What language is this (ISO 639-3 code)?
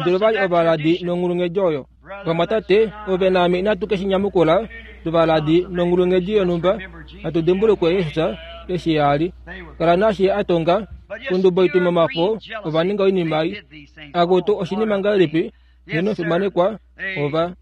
kua